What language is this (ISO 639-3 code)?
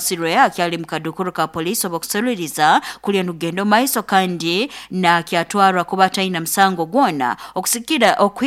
nyo